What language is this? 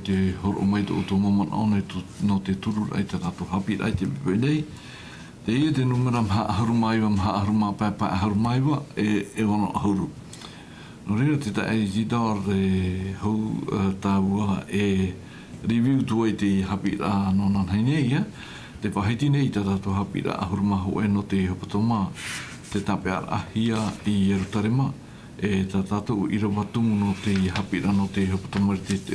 Tahitian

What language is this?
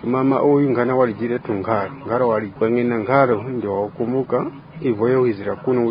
Tumbuka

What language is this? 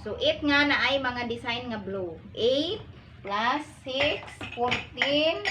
Cebuano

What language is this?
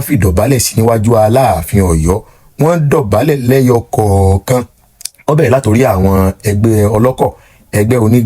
Yoruba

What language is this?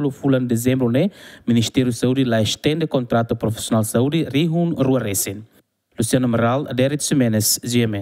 Tetum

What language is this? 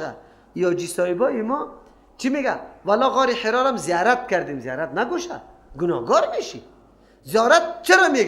Persian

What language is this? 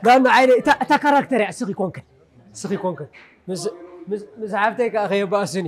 Tigrinya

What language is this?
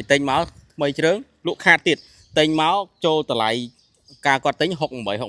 Khmer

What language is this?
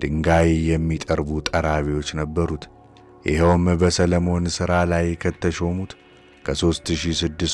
Amharic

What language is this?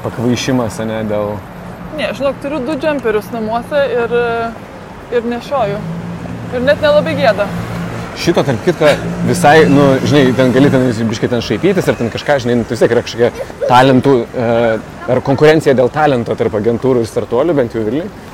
Lithuanian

